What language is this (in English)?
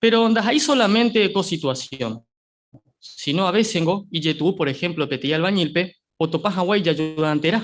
Guarani